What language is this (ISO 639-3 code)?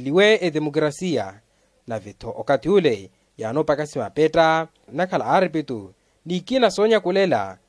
vmw